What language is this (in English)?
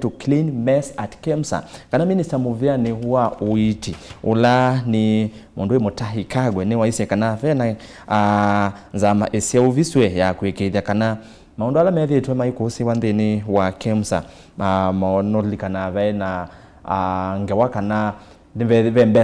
Kamba